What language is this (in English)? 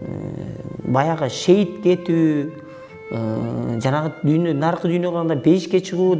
Kyrgyz